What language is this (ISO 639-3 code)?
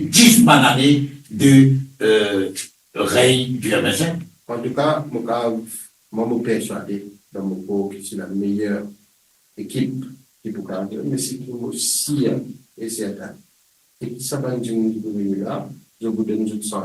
mfe